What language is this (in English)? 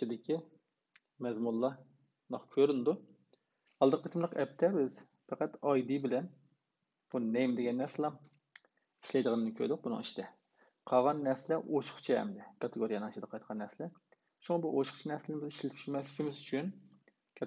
Uyghur